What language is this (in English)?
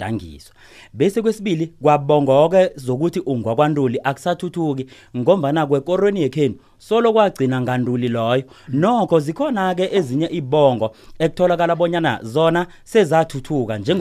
South Ndebele